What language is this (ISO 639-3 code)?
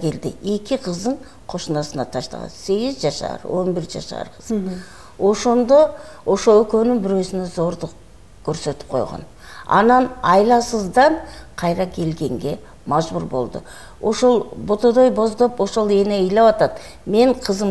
kir